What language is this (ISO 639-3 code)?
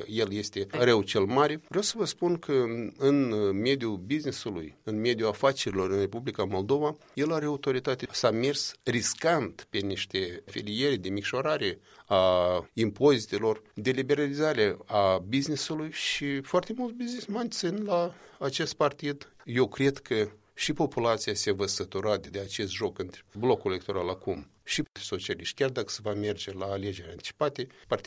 ron